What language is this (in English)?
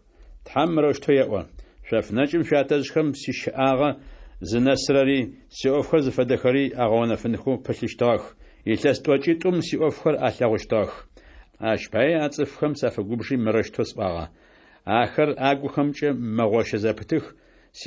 Adyghe